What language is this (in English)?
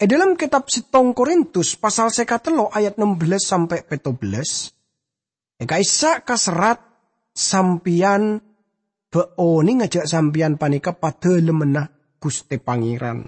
Madurese